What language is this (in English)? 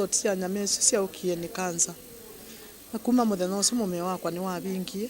Kamba